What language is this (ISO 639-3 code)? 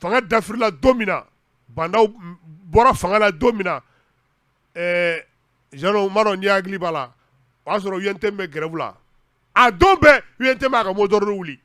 bam